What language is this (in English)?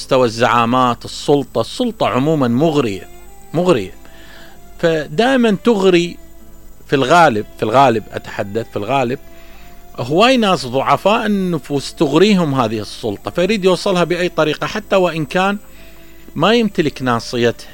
Mesopotamian Arabic